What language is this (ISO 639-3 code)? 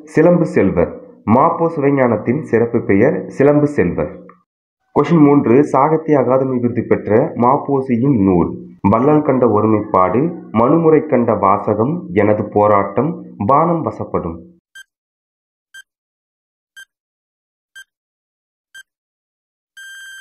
tam